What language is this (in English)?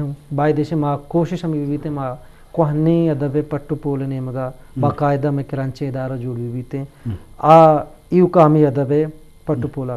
Eastern Balochi